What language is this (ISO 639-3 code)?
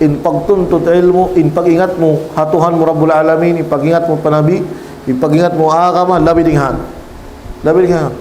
tsg